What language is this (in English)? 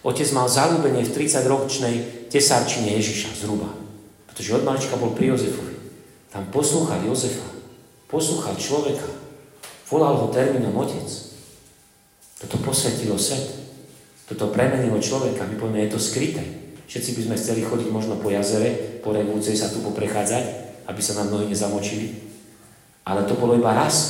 Slovak